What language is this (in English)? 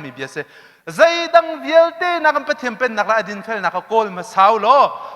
Hakha Chin